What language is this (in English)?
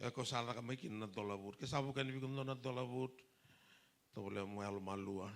Fijian